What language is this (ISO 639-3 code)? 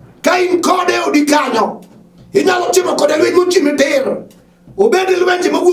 luo